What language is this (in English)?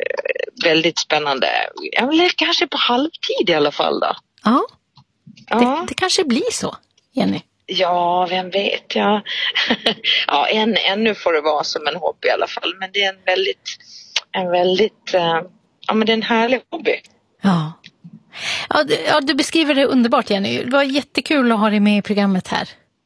Swedish